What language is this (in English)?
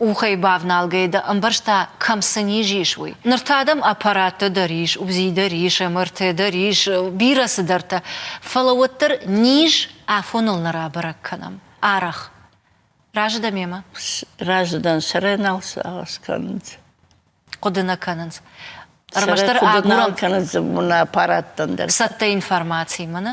Ossetic